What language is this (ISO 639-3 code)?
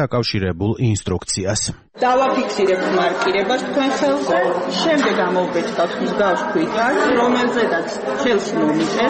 kat